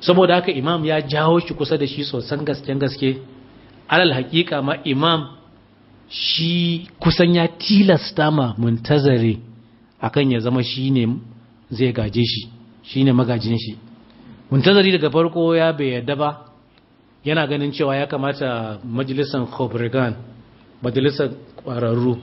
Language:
Hausa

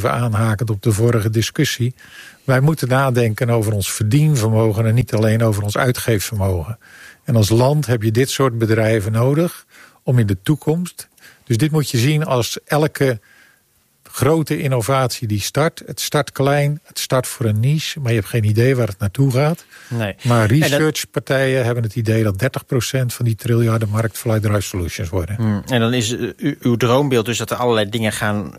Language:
Dutch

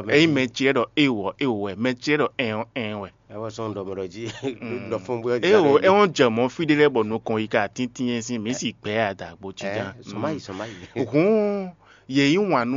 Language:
Fon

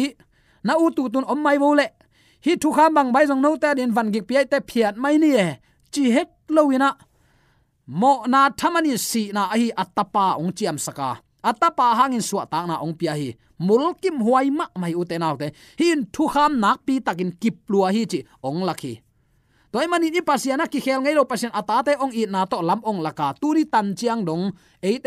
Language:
Tedim Chin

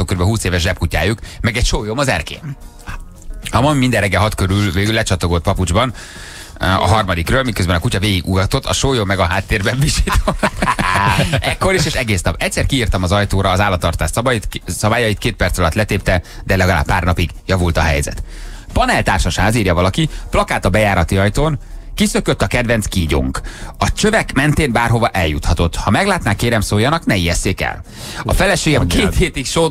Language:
Hungarian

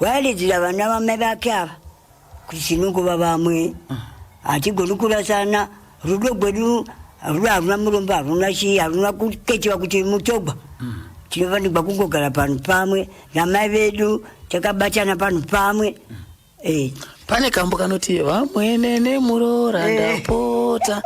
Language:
Shona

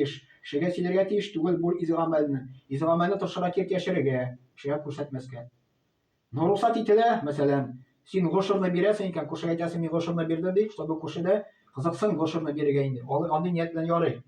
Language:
Tatar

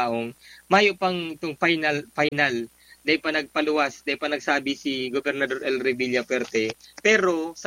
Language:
Bikol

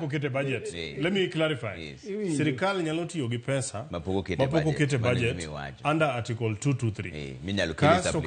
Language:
Luo (Kenya and Tanzania)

